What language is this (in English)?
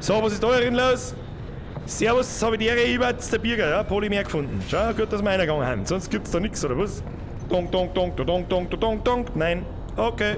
Bavarian